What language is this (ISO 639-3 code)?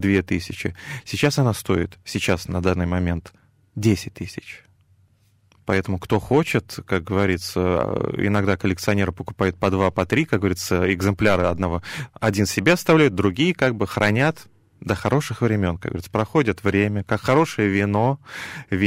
rus